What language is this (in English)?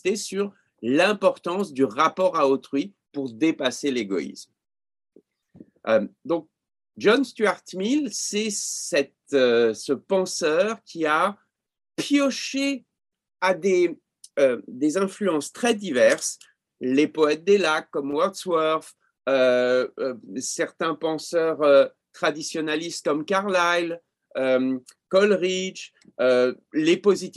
French